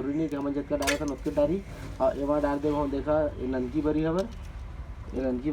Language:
Chhattisgarhi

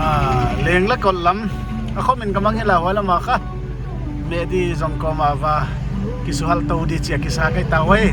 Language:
Paite Chin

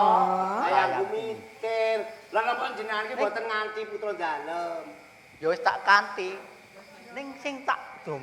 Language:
Javanese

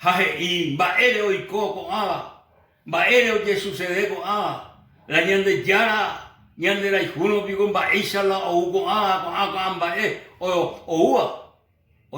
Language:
Guarani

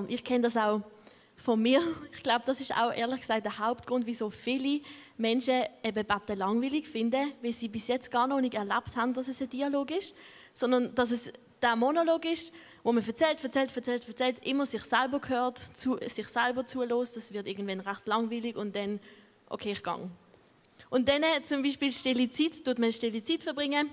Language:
Swiss German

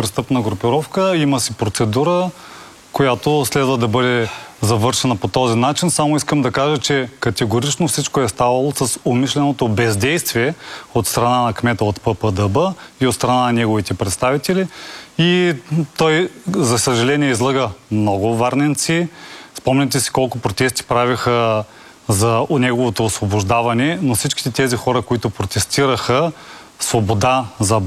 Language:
Bulgarian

